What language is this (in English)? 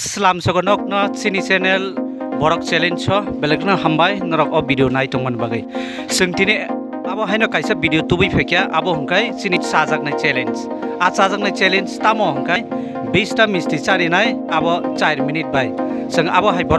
Kok Borok